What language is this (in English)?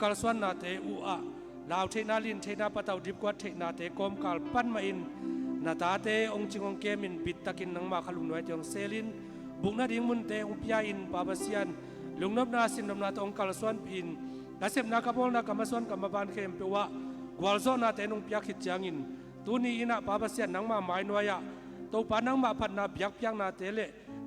Tedim Chin